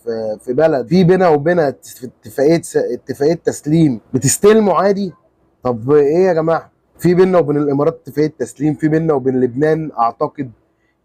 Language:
Egyptian Arabic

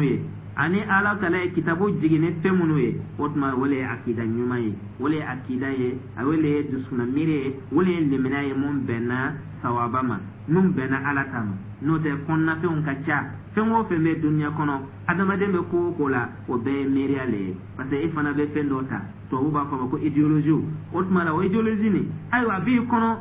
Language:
Dyula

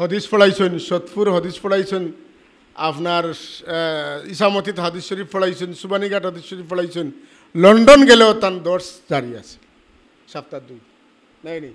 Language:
Sylheti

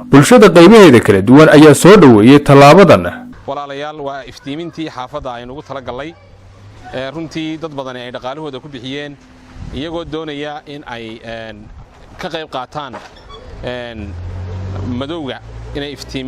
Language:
Somali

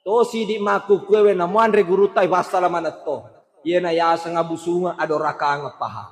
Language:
Buginese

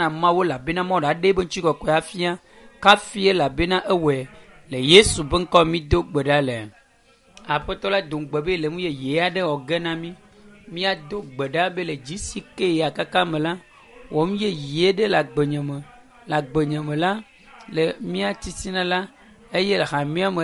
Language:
Ewe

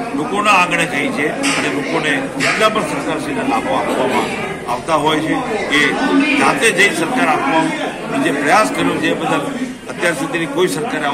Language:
Gujarati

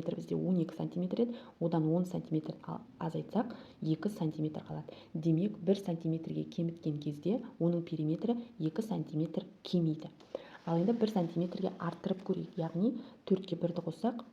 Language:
Kazakh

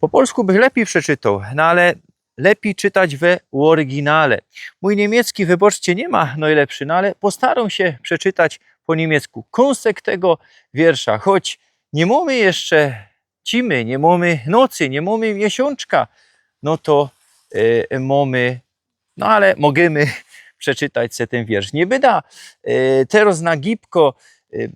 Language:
Silesian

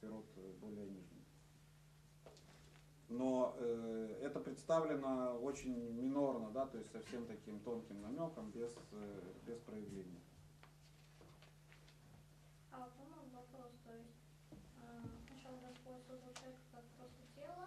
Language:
Russian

